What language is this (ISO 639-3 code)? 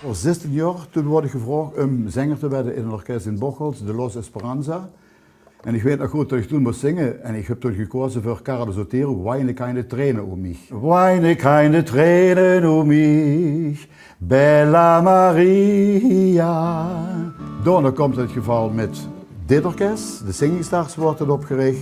lim